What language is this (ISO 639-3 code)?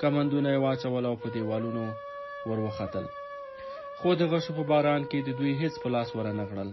pus